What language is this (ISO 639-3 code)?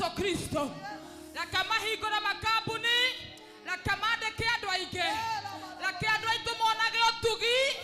kik